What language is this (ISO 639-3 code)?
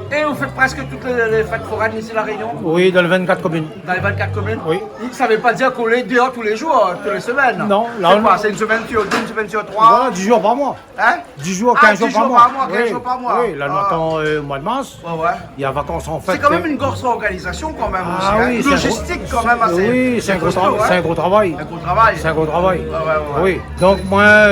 rcf